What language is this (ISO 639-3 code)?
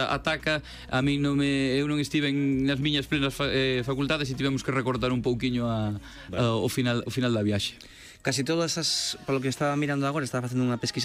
glg